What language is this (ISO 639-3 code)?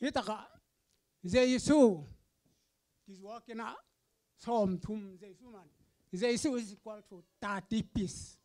ctd